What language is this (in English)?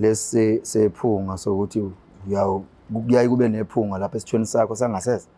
Zulu